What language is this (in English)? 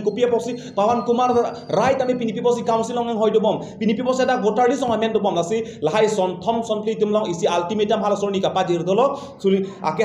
Karbi